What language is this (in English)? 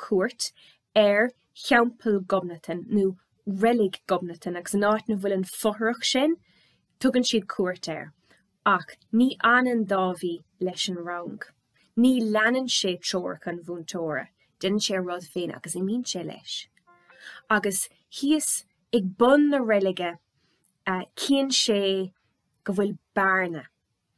Irish